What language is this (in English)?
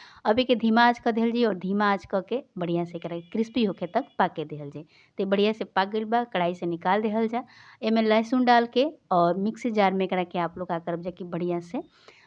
Bhojpuri